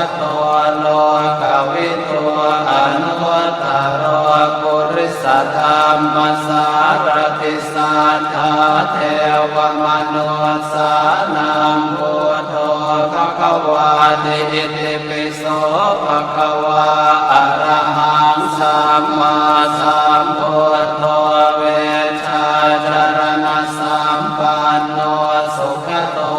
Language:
Pali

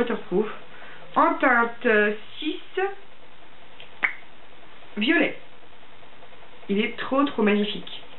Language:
French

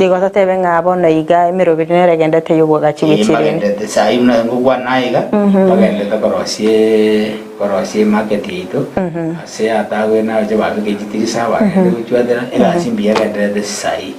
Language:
Gusii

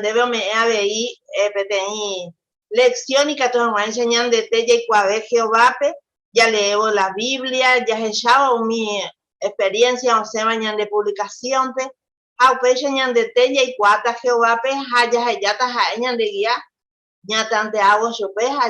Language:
Guarani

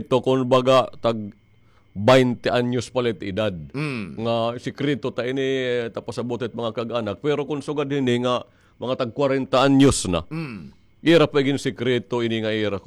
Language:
Waray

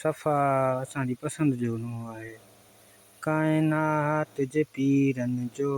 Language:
Sindhi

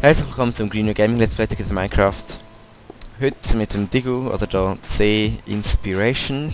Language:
Swiss German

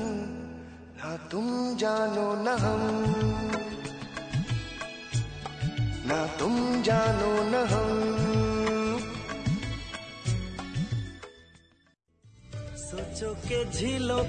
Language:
Hindi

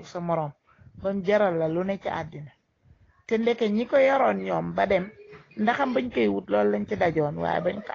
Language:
Wolof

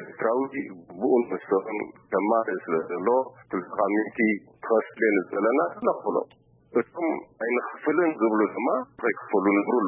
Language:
Tigrinya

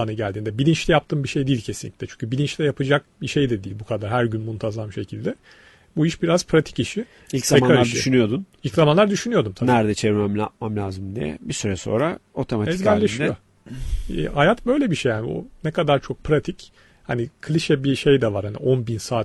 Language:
Turkish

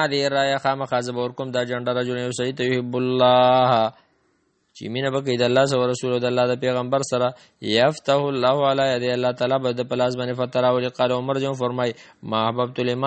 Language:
Pashto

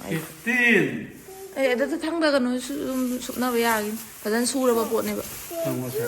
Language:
Manipuri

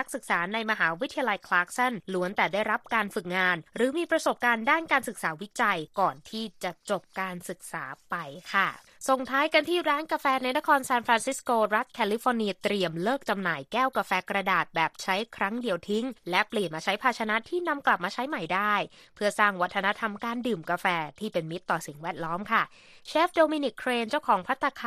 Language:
Thai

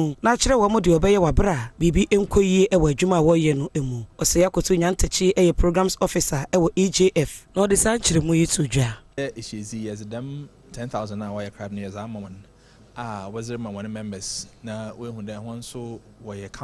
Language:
Akan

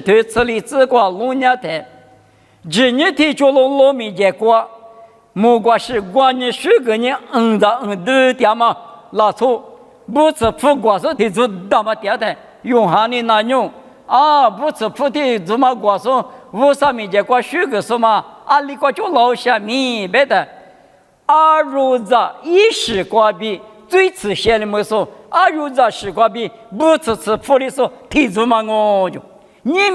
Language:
Lisu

